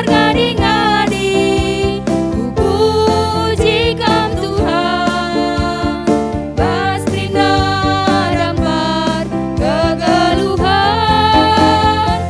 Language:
Batak Karo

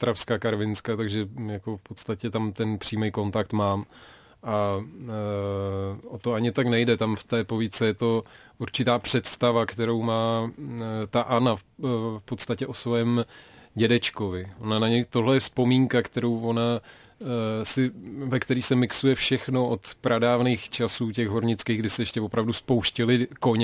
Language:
Czech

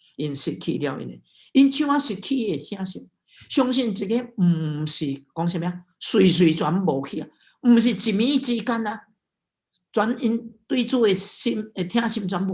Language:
Min Nan Chinese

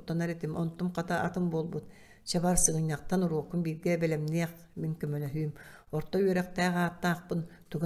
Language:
Yakut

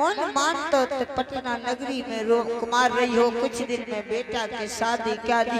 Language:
Angika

